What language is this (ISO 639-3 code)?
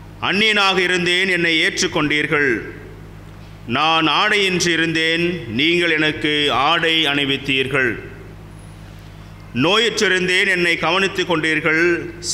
tam